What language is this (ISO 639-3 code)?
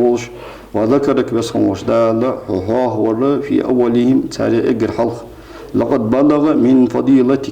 inh